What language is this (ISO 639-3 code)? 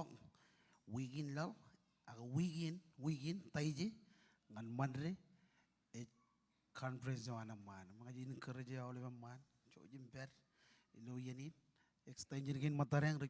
mah